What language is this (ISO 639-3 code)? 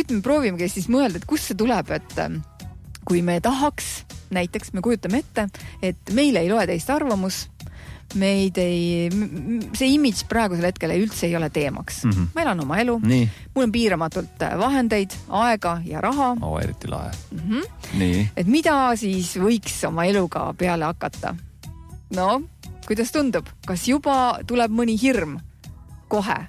est